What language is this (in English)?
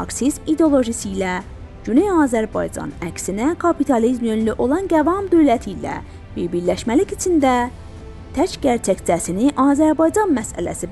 South Azerbaijani